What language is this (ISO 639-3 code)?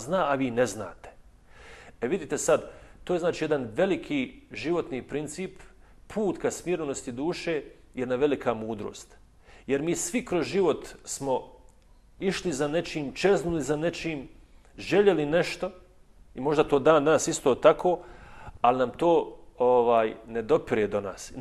bos